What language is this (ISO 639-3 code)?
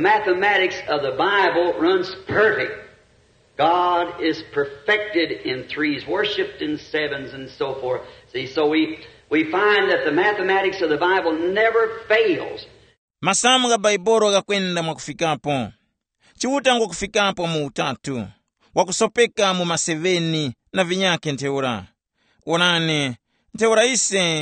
tum